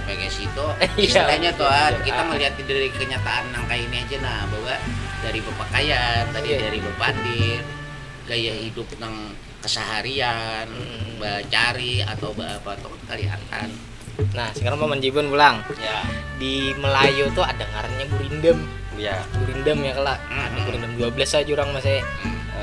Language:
Banjar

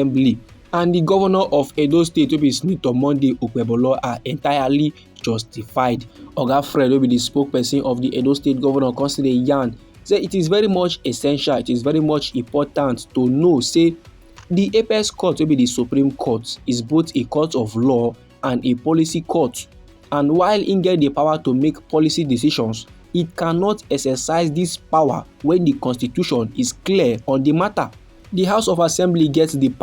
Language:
Nigerian Pidgin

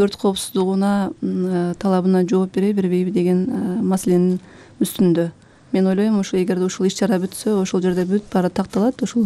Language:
Kyrgyz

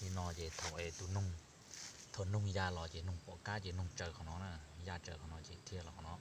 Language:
Hmong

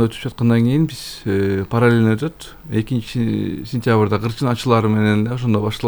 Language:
Kyrgyz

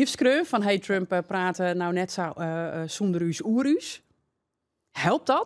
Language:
Western Frisian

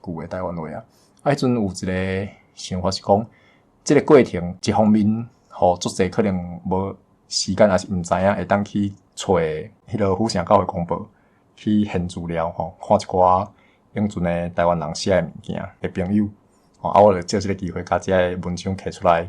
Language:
Min Nan Chinese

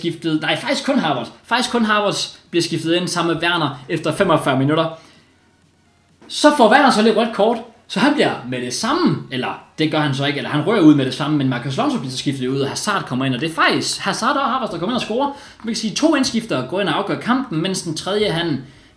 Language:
Danish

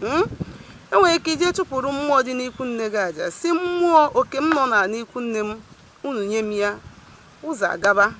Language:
Igbo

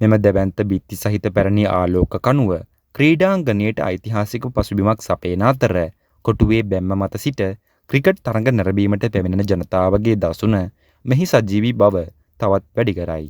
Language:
Sinhala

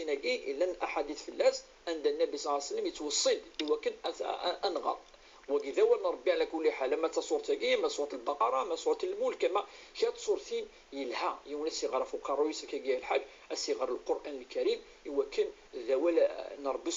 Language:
Kabyle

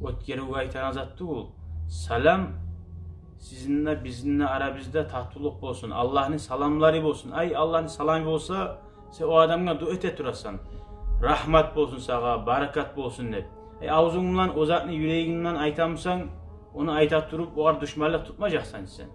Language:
Kumyk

